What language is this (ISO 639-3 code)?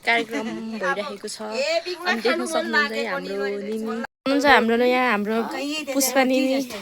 nep